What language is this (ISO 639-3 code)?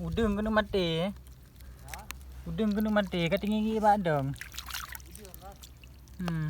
ace